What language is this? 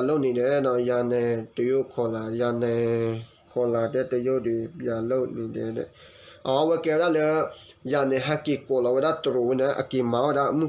S'gaw Karen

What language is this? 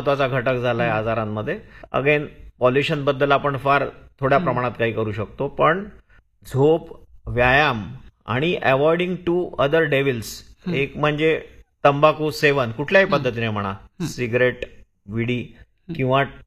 Marathi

